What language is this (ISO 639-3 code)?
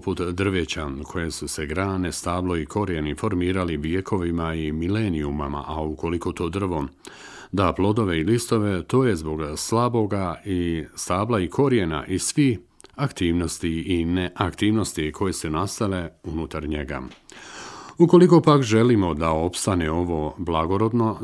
bos